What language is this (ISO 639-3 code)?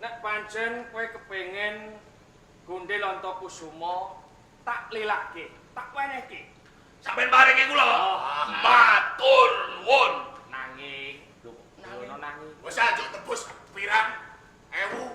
jav